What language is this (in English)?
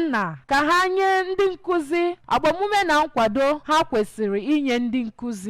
Igbo